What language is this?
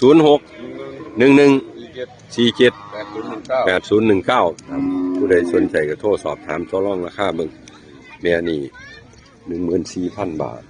Northeastern Thai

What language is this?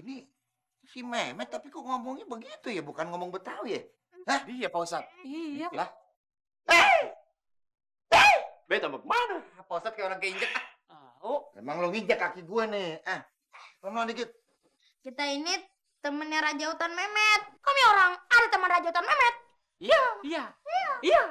Betawi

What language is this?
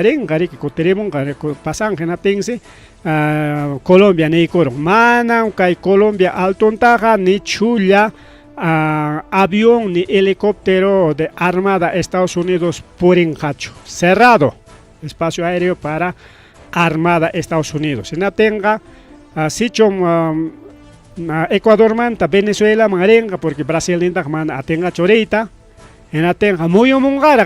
Ayacucho Quechua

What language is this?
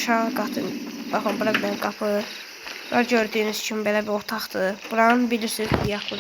Azerbaijani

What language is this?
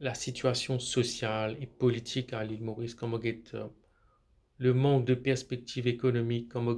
Morisyen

